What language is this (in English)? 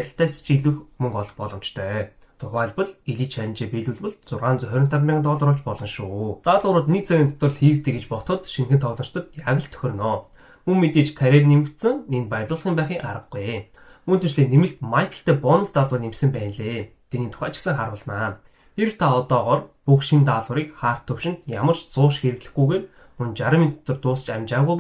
Mongolian